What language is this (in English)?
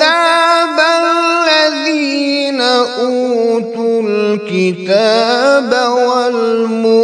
Kashmiri